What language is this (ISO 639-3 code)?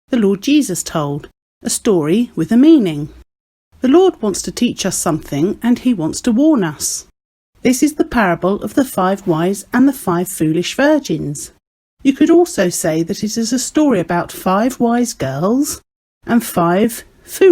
eng